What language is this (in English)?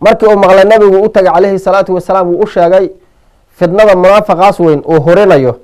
Somali